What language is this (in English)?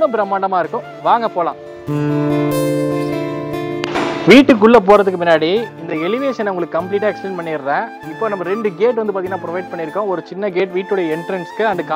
Tamil